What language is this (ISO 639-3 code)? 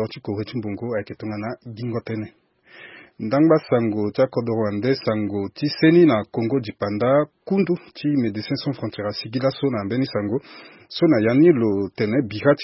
sag